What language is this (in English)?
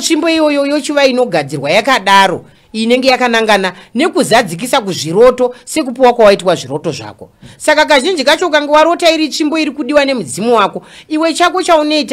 Shona